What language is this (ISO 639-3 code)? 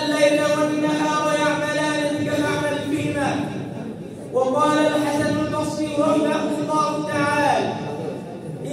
ara